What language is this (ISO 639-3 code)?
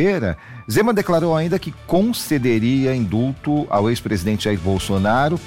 por